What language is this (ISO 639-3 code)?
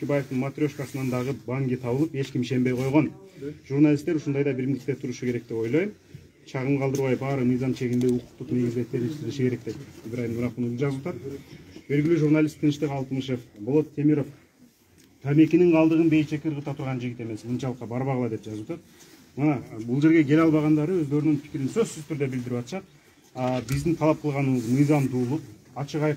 kir